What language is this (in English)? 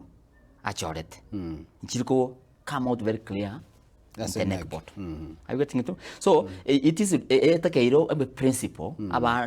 Gusii